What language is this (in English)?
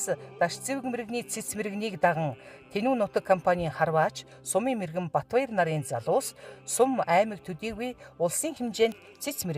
Mongolian